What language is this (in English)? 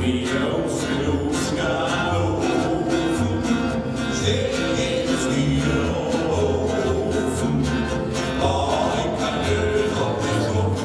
Bavarian